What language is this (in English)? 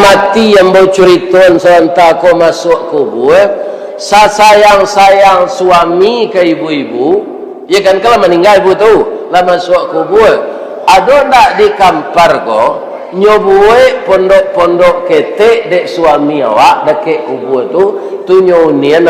Minangkabau